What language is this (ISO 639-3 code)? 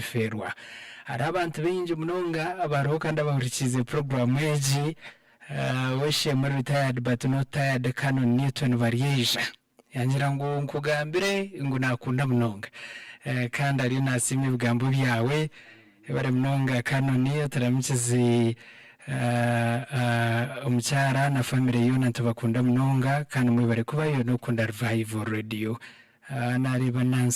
nyn